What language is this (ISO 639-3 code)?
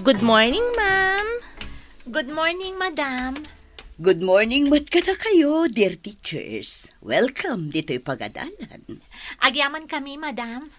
ilo